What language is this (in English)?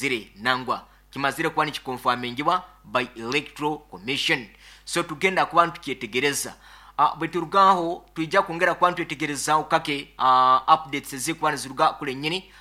Nyankole